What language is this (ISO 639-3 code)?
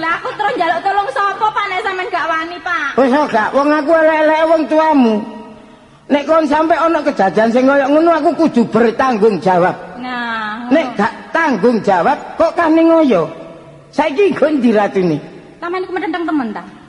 jav